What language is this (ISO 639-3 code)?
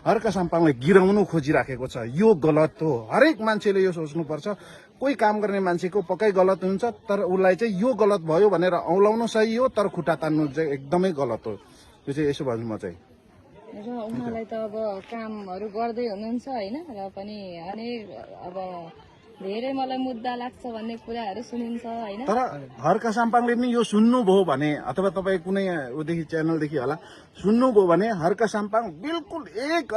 nep